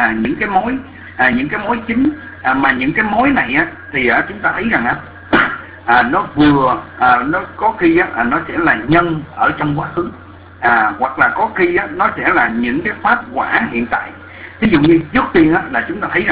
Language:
Vietnamese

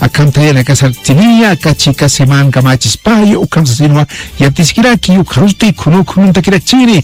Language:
Aymara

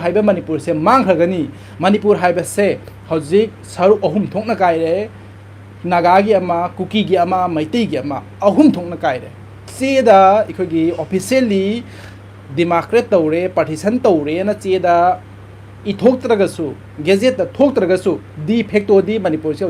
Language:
Manipuri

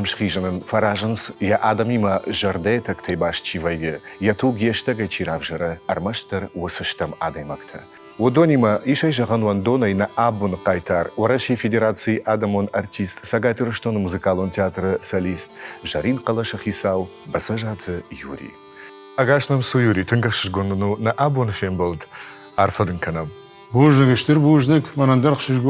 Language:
Ossetic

